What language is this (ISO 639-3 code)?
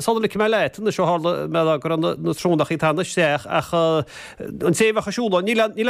gle